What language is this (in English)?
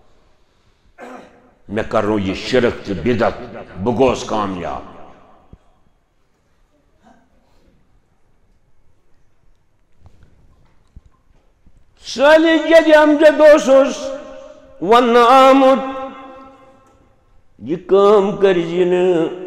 Kashmiri